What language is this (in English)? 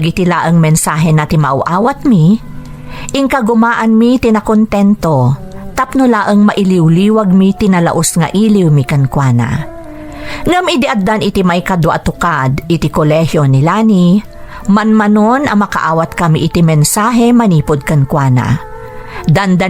Iloko